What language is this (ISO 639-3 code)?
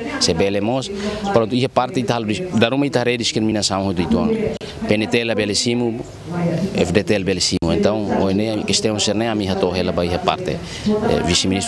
tet